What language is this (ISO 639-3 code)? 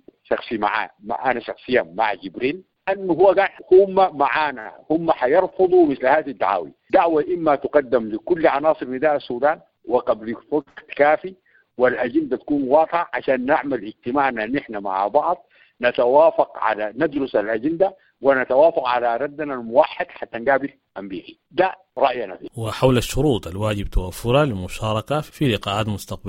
apd